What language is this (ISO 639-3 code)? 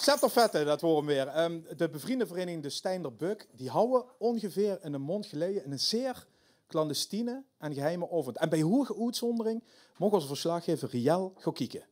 lim